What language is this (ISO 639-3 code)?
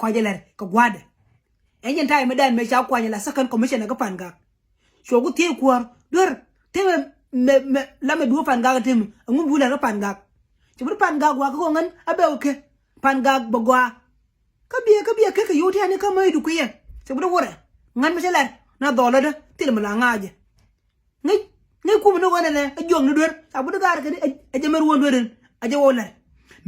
nus